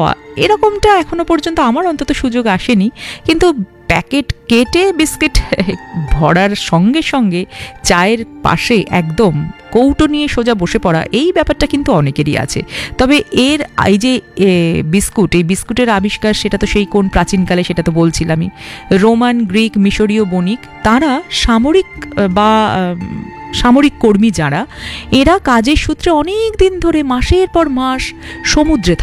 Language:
Bangla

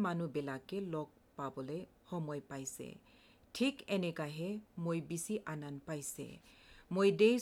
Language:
Assamese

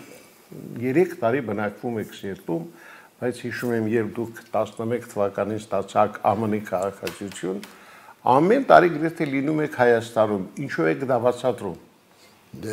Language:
Armenian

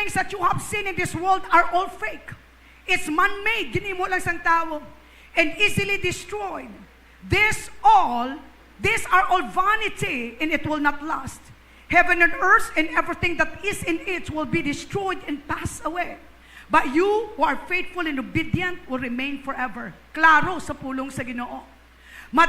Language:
Hiligaynon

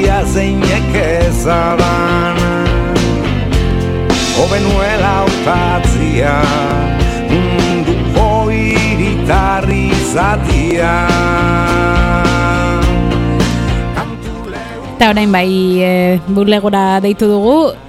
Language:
Basque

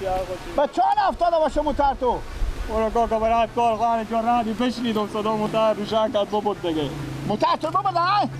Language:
Persian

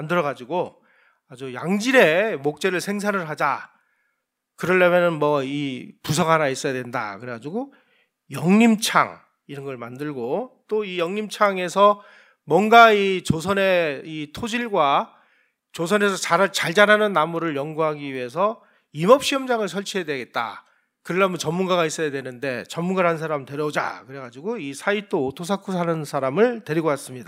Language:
Korean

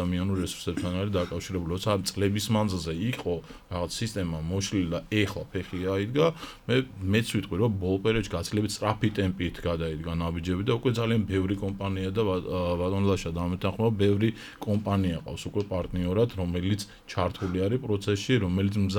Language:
Georgian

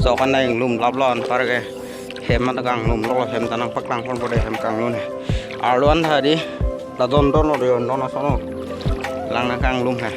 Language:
Karbi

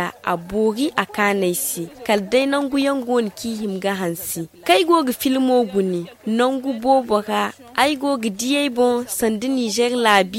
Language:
Zarma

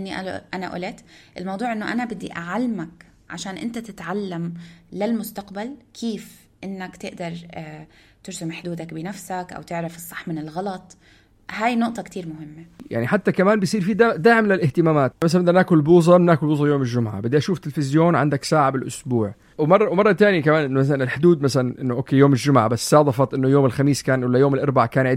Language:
North Levantine Arabic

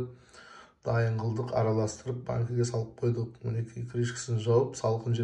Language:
Kazakh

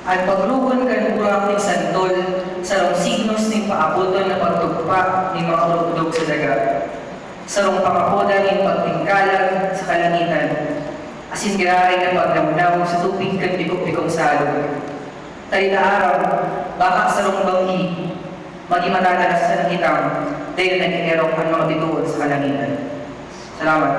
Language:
Bikol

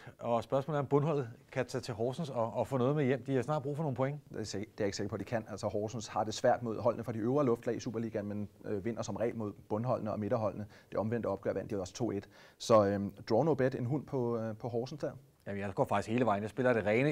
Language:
Danish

